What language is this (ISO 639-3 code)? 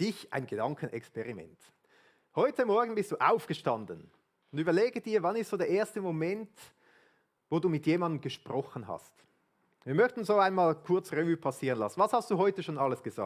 gsw